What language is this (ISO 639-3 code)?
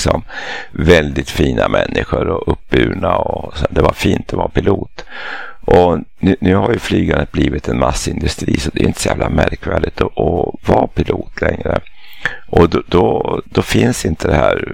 swe